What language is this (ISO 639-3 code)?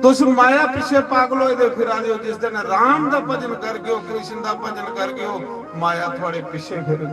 doi